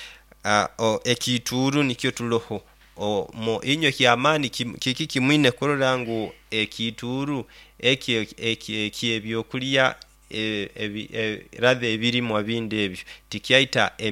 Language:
Nyoro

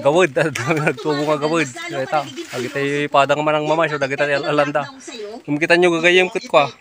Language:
Iloko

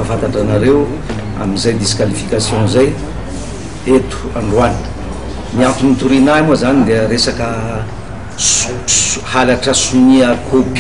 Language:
Malagasy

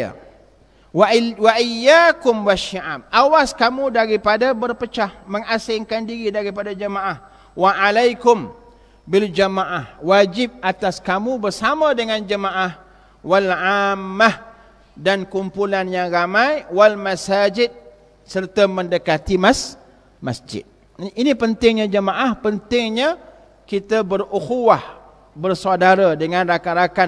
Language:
Malay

